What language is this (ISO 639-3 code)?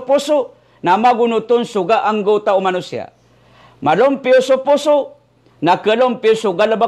mrw